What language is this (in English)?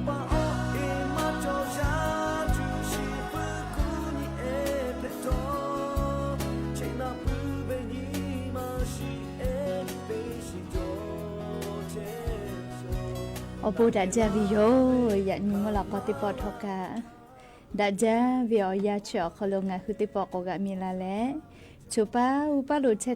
Lahu